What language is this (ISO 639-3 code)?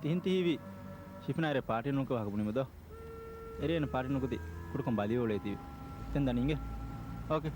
div